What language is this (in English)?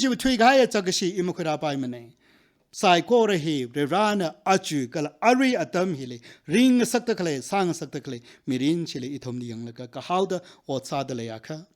Tangkhul Naga (India)